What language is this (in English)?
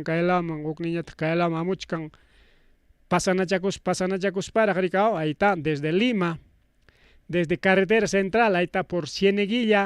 Ayacucho Quechua